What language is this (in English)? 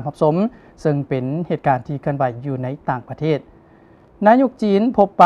Lao